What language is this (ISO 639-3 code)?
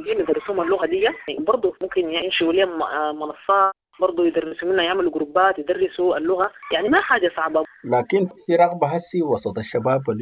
apd